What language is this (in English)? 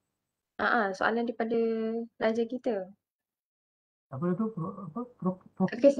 Malay